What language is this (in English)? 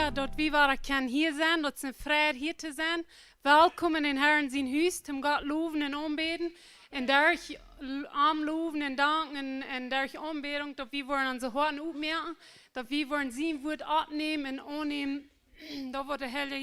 Plautdietsch